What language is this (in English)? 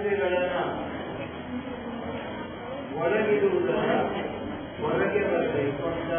Kannada